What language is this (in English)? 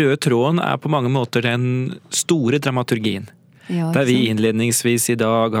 Norwegian